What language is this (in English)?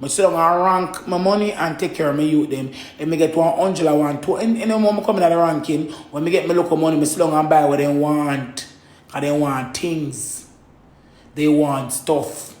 Jamaican Creole English